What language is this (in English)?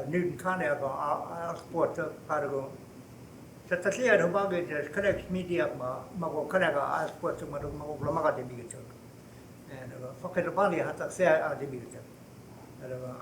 Choctaw